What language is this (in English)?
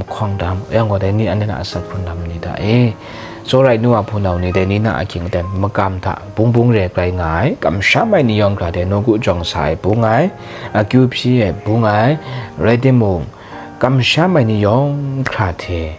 Kachin